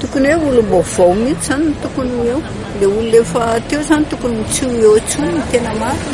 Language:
Malagasy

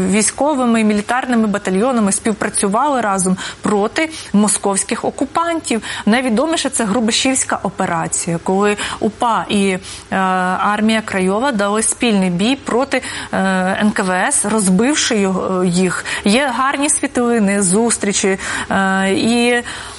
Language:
Ukrainian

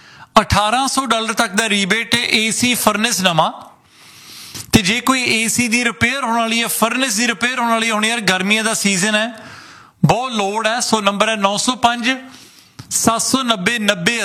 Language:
Punjabi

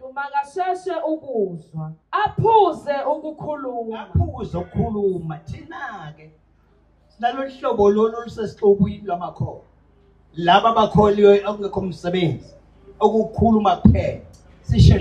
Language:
Zulu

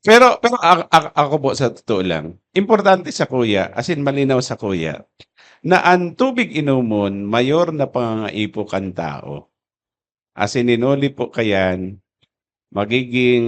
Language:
Bikol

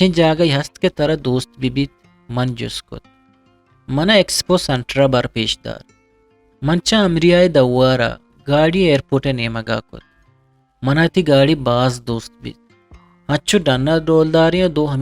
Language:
Eastern Balochi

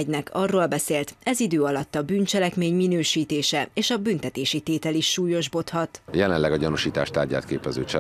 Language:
Hungarian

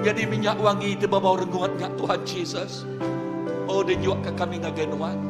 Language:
Iban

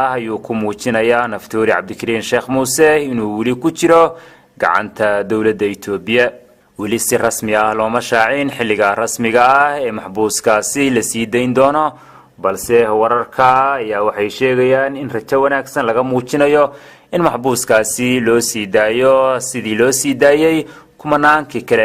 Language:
Somali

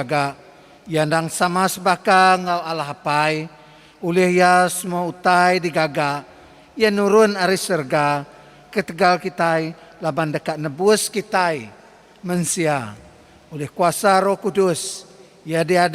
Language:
Iban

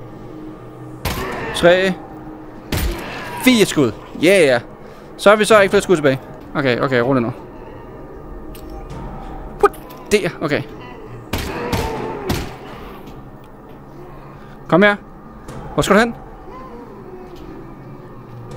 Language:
Danish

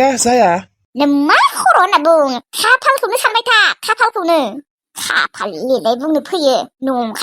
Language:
Bodo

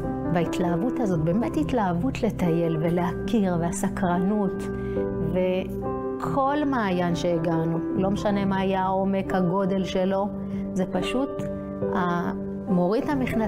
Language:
Hebrew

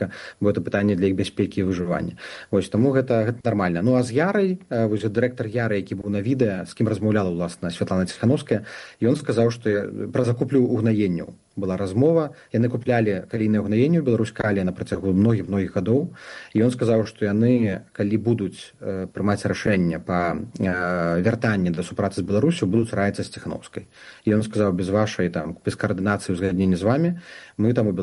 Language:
Belarusian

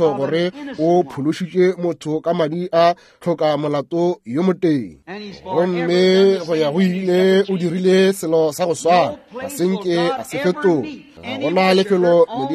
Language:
Northern Sotho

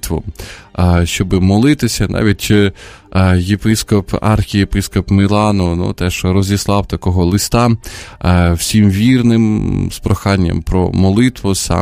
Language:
Ukrainian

